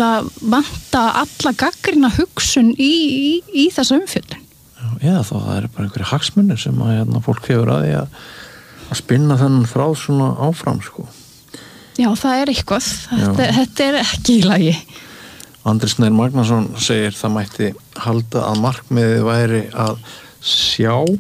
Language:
Icelandic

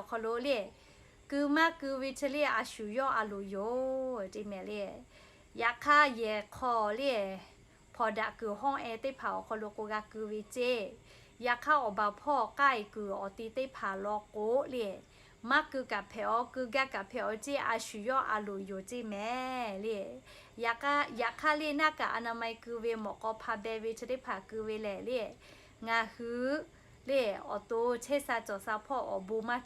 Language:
Lahu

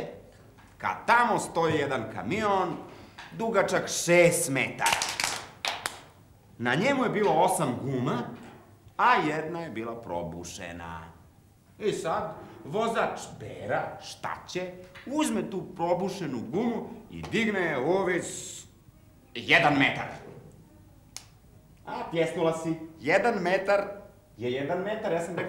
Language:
Serbian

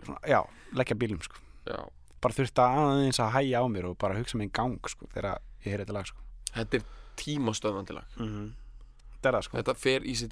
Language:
Icelandic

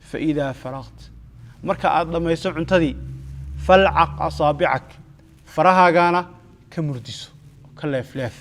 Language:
Somali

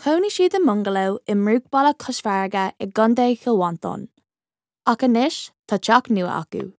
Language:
Irish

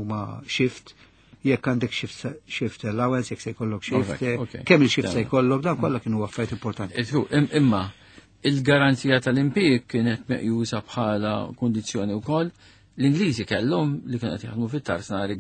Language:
Maltese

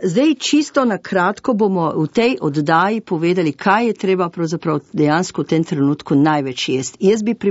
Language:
Slovenian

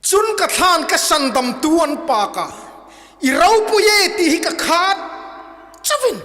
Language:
Hmar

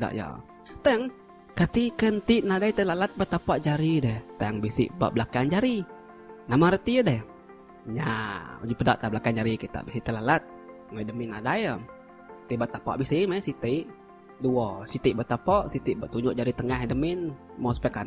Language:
Iban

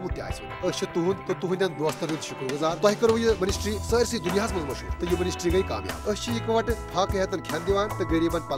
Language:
Kashmiri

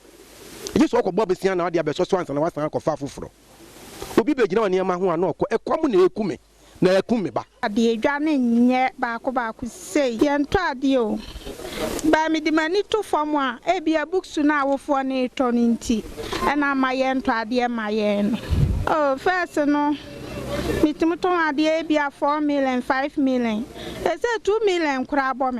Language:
Akan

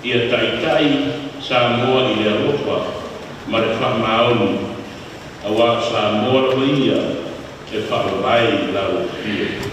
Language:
Samoan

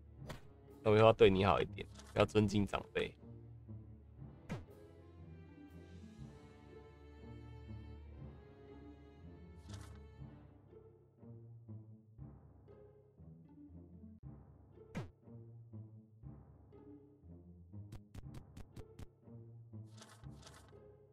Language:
Chinese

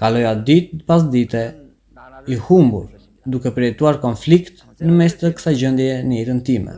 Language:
Albanian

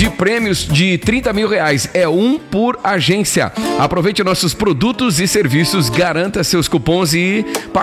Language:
Portuguese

